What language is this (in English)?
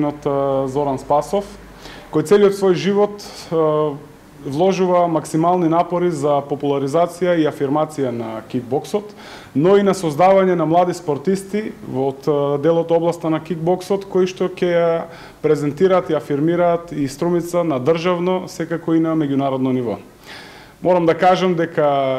Macedonian